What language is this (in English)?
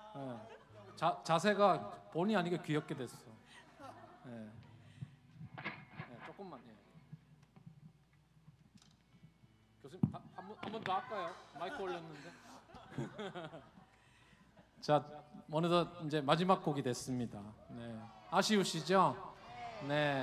Korean